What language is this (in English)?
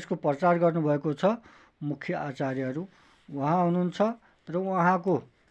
Nepali